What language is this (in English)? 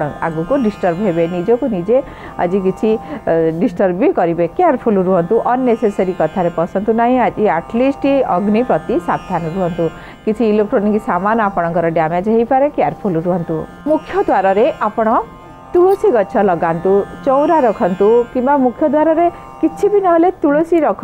Odia